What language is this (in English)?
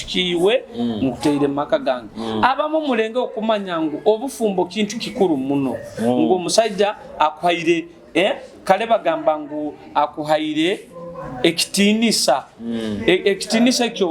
Nyoro